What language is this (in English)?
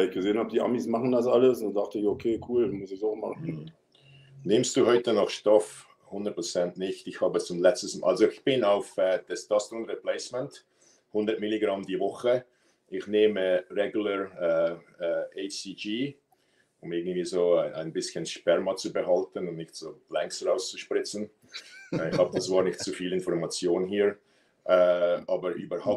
German